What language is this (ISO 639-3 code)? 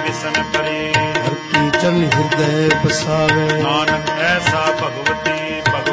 pan